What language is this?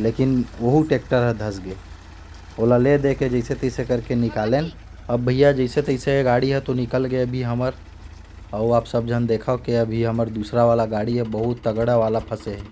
Chhattisgarhi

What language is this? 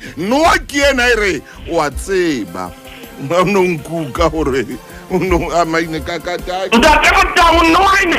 Southern Sotho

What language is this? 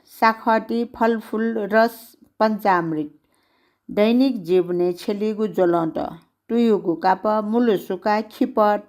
Newari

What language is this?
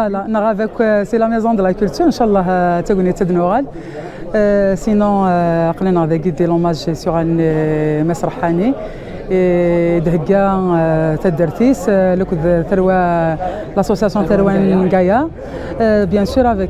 Kabyle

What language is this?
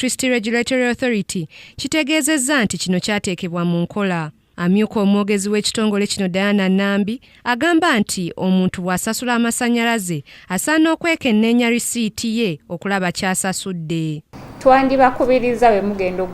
Ganda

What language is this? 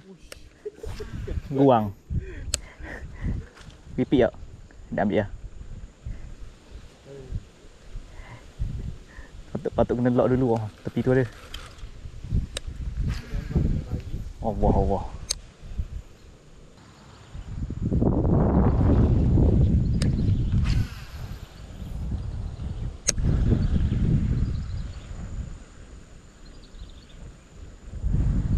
Malay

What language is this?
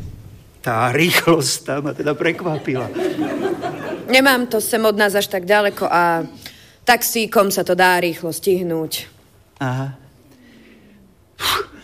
Slovak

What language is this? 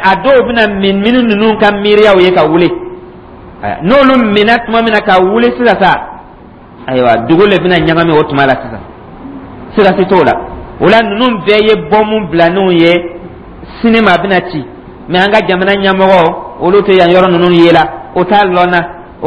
Dyula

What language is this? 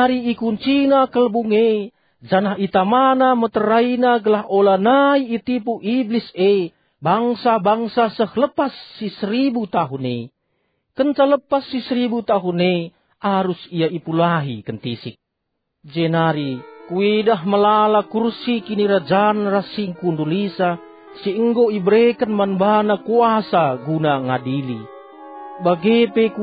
Batak Karo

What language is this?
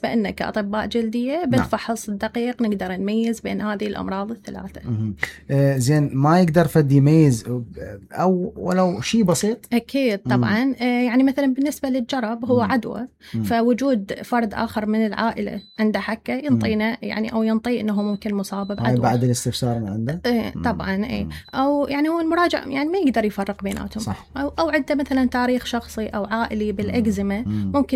Mesopotamian Arabic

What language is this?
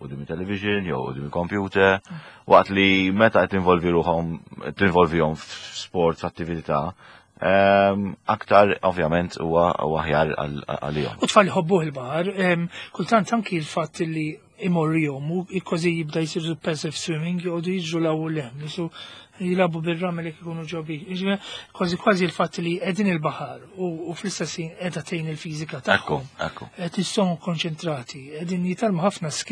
Maltese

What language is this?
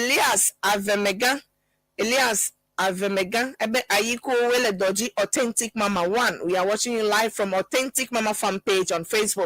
Ewe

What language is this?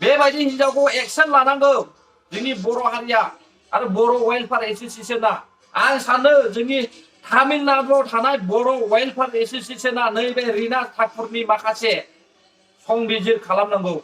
Bodo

